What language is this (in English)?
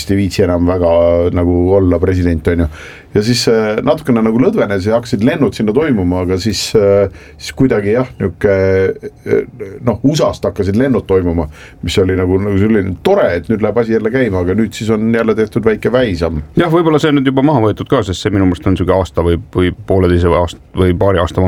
Estonian